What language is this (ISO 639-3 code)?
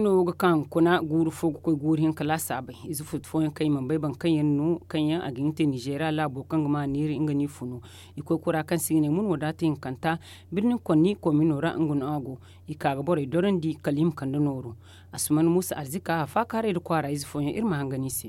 dje